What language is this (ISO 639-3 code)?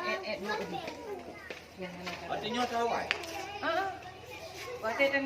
ace